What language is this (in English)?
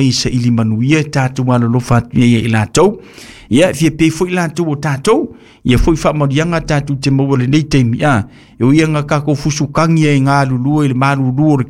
Samoan